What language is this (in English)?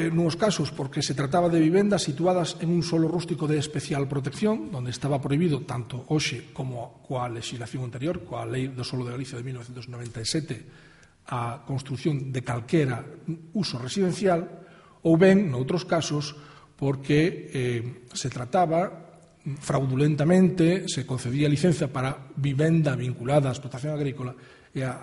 Galician